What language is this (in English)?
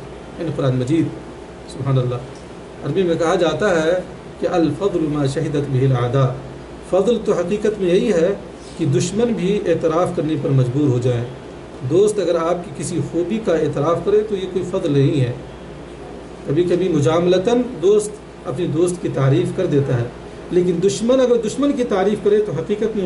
Urdu